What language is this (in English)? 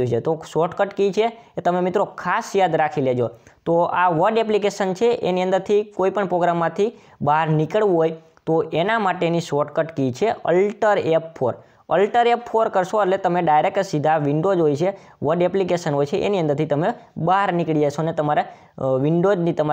Gujarati